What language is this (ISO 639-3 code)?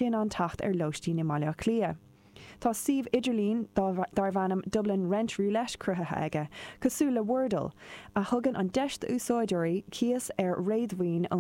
gle